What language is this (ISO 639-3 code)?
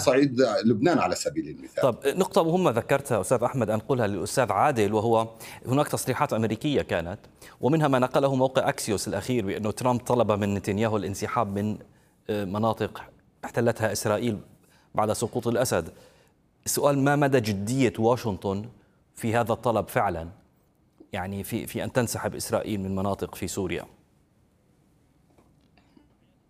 ara